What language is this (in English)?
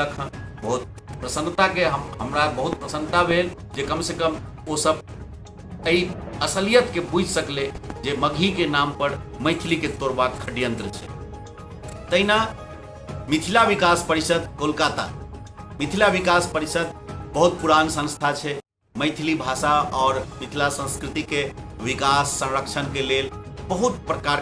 Maithili